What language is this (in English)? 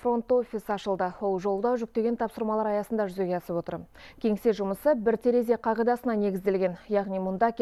Kazakh